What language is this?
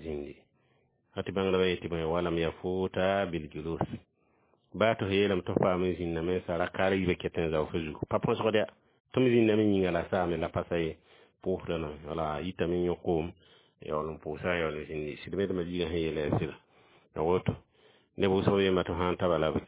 Mossi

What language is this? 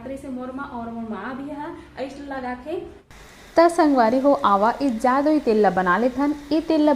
Chhattisgarhi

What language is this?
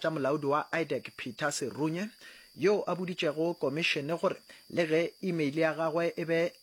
Northern Sotho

